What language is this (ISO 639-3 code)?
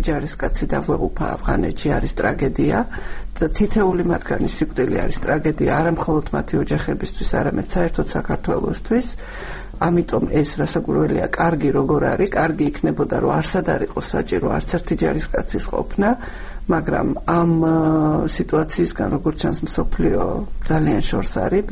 kat